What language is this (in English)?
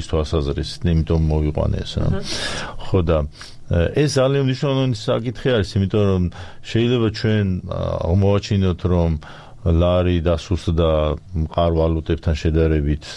Georgian